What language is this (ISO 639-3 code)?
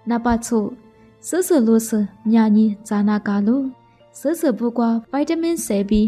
lis